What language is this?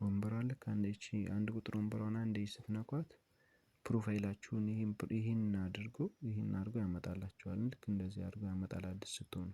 Amharic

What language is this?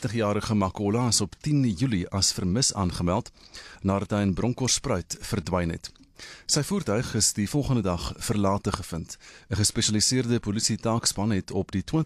Afrikaans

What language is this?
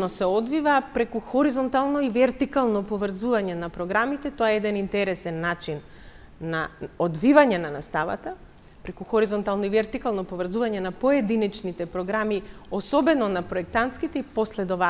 Macedonian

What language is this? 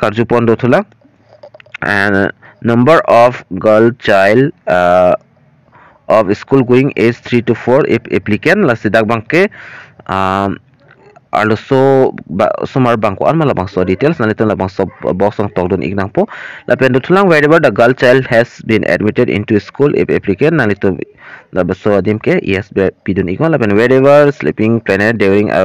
Karbi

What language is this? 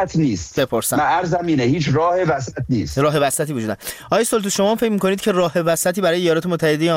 Persian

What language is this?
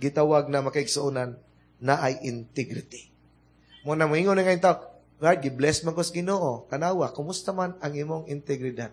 Cebuano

